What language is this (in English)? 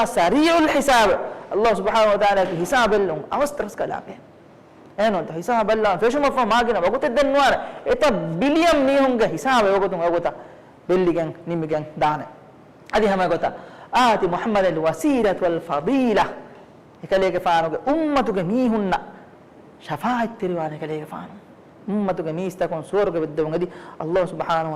Divehi